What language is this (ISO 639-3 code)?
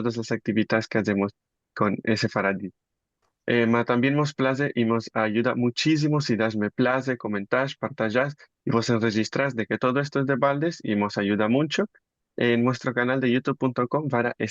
lad